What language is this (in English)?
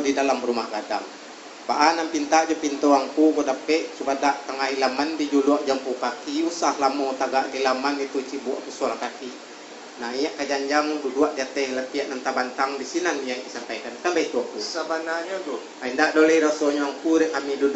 Minangkabau